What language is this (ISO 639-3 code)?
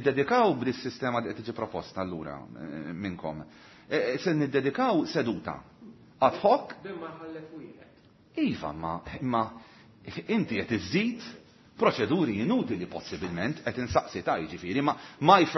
mlt